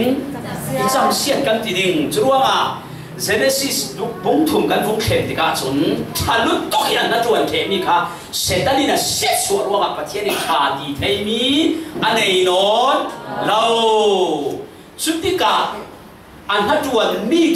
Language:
Falam Chin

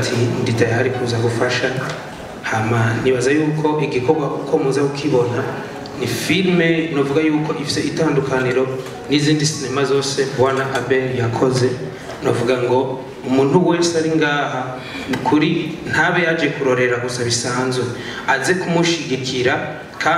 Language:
Rundi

